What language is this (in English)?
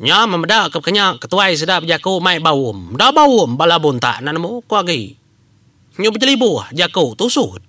Iban